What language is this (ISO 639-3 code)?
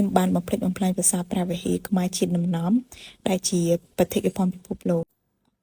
khm